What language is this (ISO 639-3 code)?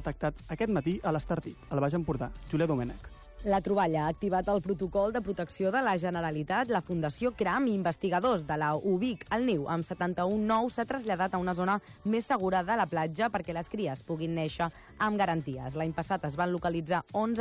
cat